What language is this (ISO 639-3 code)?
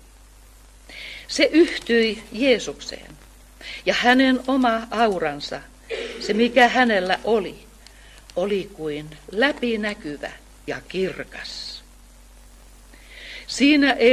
fin